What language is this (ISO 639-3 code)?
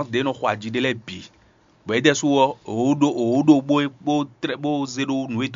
fon